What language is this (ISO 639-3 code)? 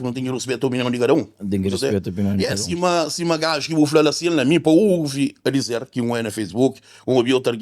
kea